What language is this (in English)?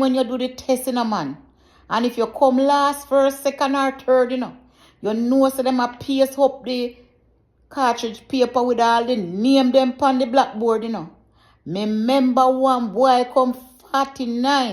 Jamaican Creole English